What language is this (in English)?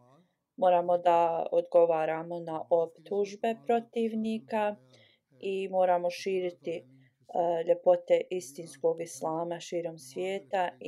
Bosnian